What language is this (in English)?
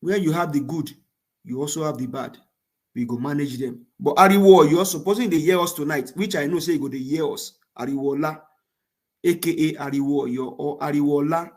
Nigerian Pidgin